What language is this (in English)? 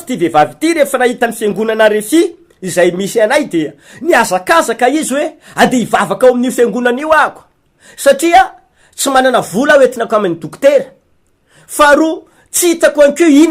Malagasy